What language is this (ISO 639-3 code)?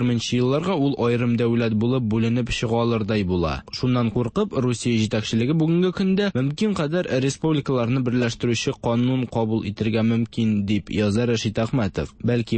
tat